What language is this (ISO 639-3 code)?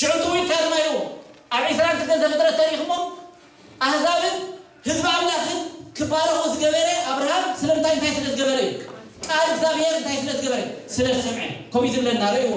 tir